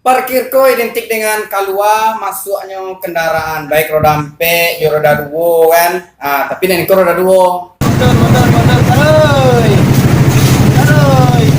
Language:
Minangkabau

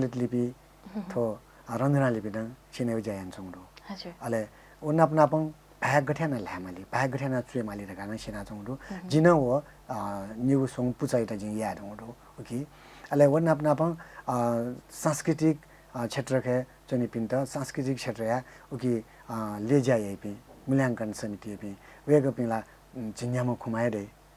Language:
Newari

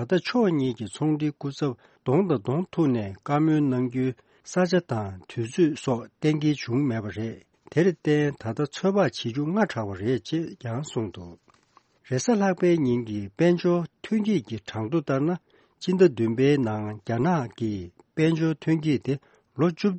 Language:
Tibetan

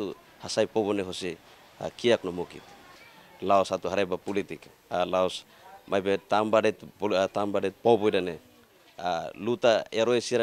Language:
Tetum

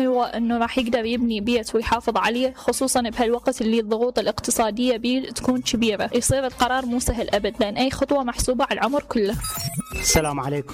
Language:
Mesopotamian Arabic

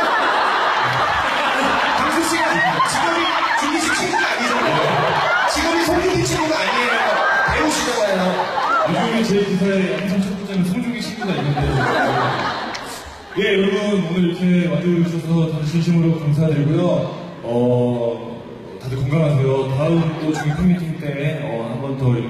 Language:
Korean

